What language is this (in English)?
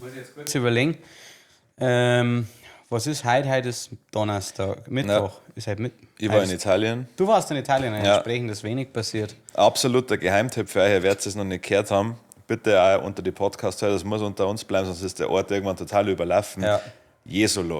Bavarian